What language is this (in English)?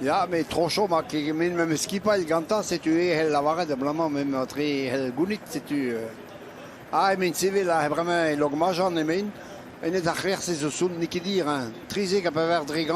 Breton